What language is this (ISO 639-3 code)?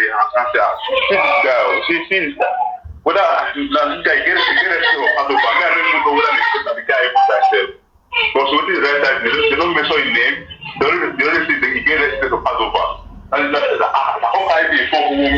pcm